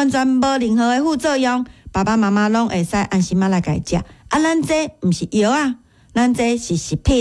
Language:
Min Nan Chinese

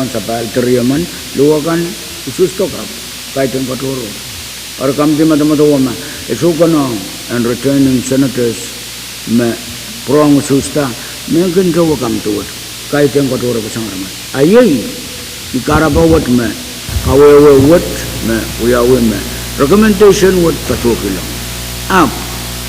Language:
Pohnpeian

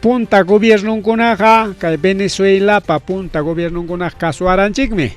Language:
Ayacucho Quechua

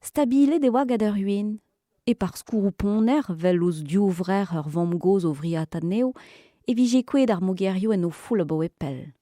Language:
Breton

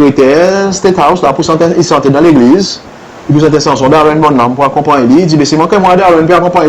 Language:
Seselwa Creole French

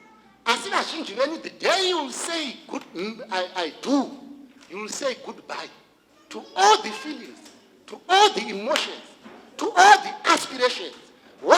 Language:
Shona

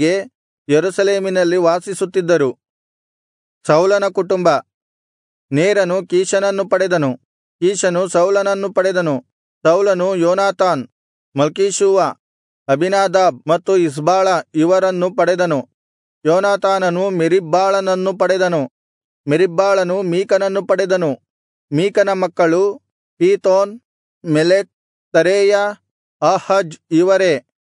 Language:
Kannada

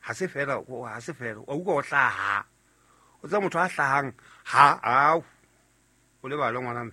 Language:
Southern Sotho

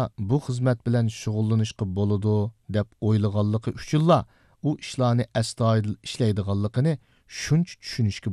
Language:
Uyghur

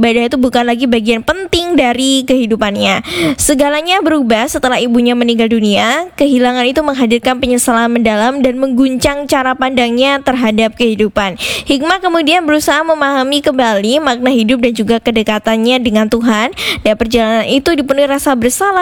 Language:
Indonesian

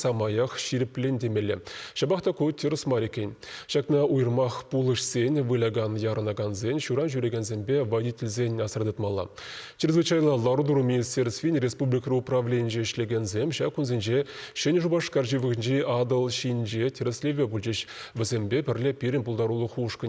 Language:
Chuvash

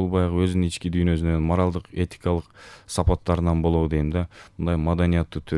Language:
Kyrgyz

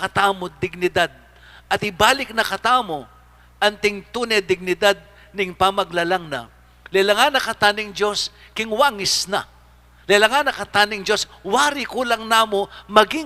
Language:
Pampanga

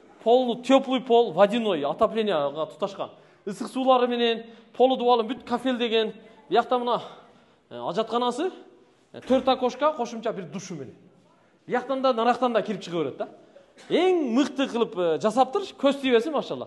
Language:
Kyrgyz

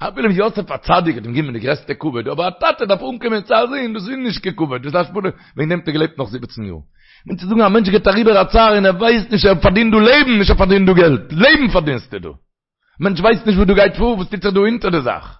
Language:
Yiddish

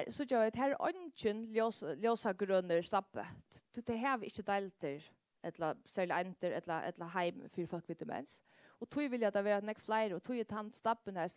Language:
Faroese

